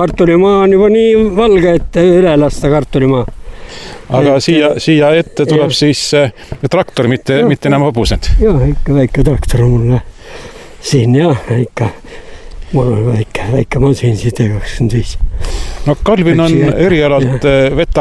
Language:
Estonian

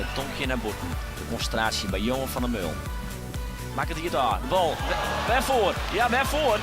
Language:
Western Frisian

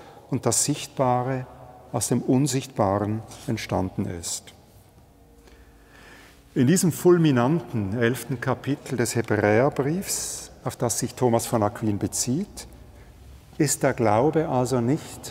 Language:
German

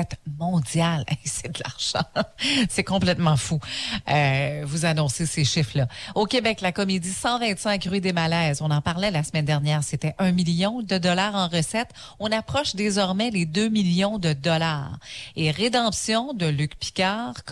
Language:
French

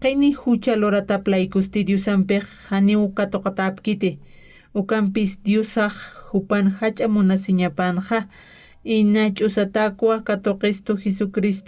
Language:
Aymara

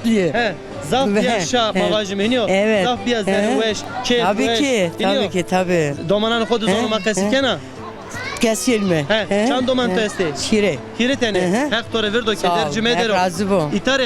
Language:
Zaza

